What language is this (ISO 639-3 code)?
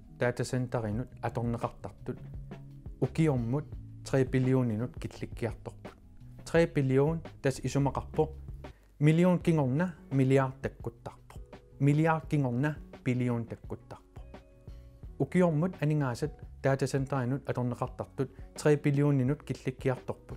kal